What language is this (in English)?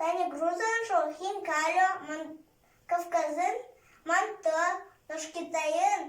Udmurt